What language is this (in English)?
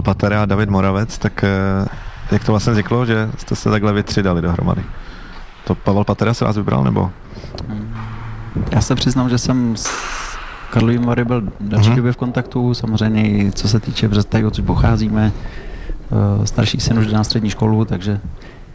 Czech